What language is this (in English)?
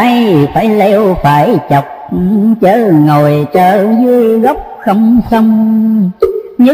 Vietnamese